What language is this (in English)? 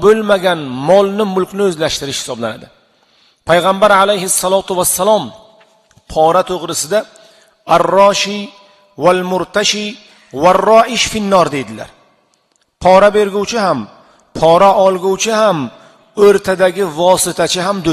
Uzbek